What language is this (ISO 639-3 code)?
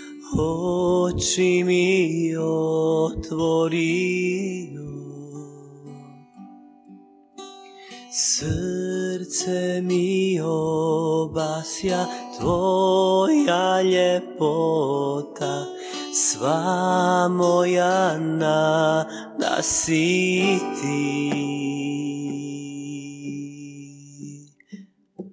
hrv